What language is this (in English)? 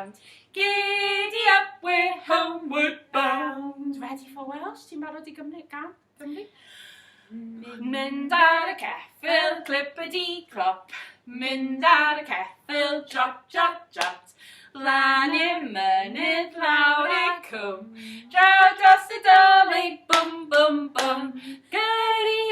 Welsh